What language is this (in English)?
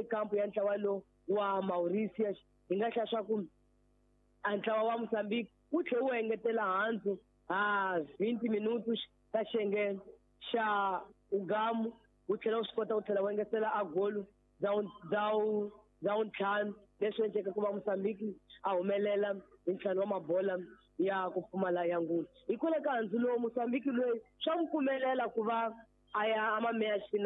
Tsonga